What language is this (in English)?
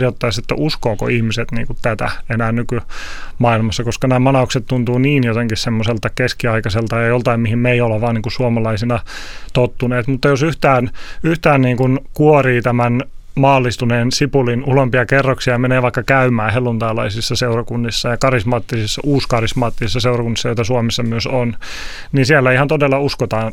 Finnish